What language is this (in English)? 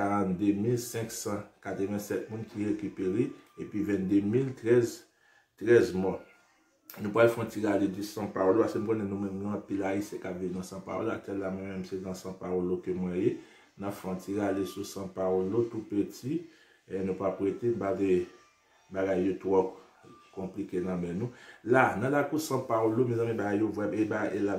Haitian Creole